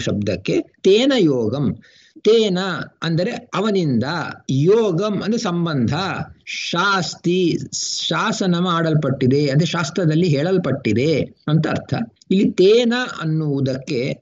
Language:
Kannada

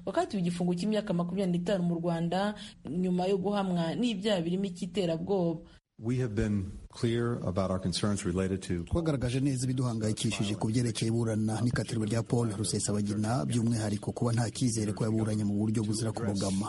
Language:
Kinyarwanda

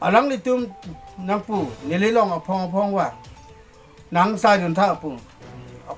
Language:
Karbi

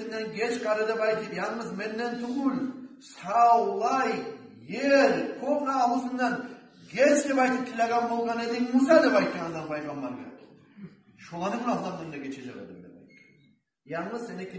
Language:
Kumyk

